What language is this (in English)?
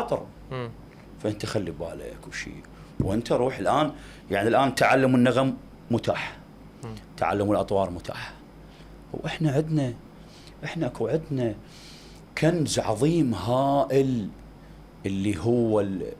Mesopotamian Arabic